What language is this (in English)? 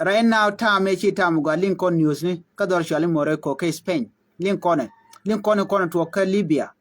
Nuer